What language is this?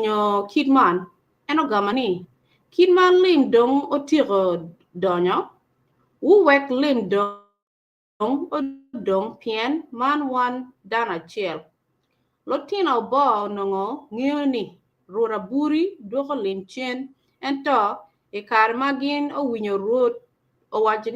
Acoli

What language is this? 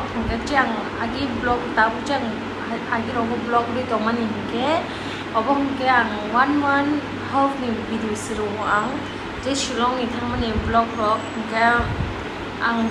Kok Borok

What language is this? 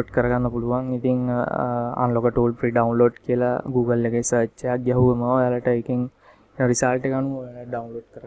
Sinhala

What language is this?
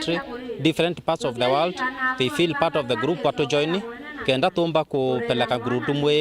Meru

